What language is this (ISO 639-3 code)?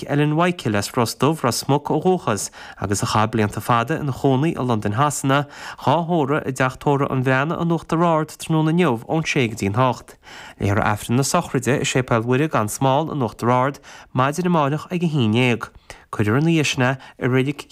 gle